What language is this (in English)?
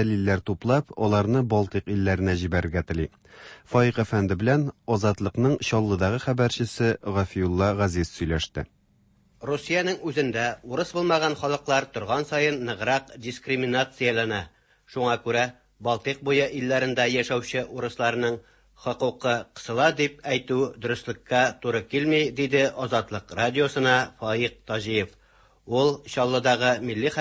Tatar